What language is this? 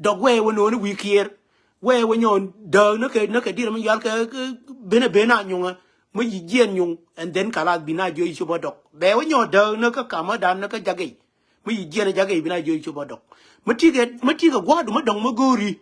Nuer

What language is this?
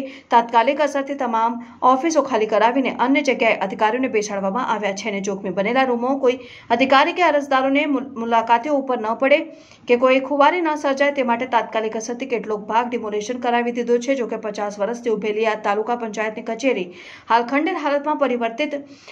Gujarati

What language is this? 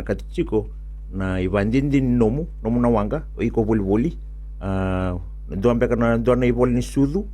Fijian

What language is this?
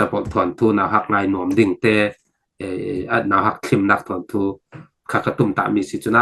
Falam Chin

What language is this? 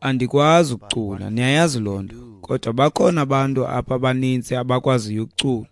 Xhosa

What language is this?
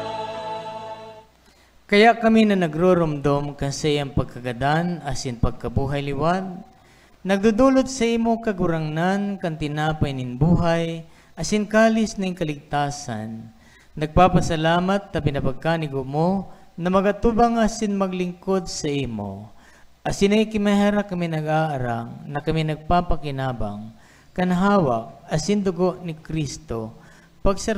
Bikol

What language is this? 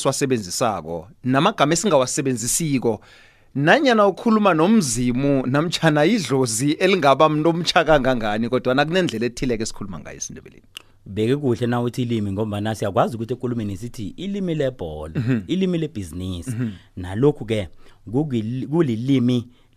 South Ndebele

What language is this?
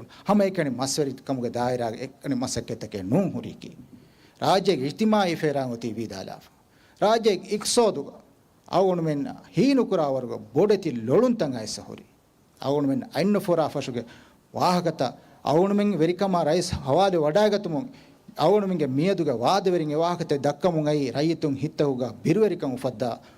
Divehi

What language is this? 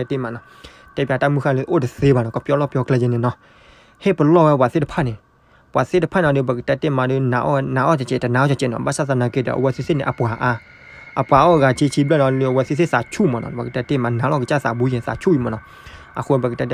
S'gaw Karen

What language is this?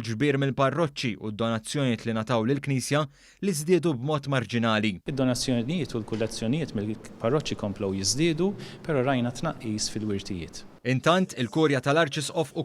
Maltese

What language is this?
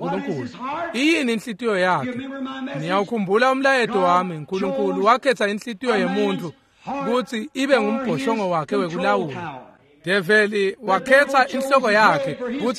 Swati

